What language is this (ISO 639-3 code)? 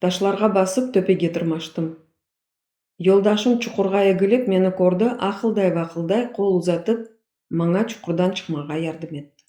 crh